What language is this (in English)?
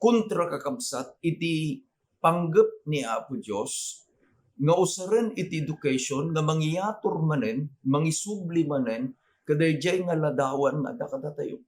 Iloko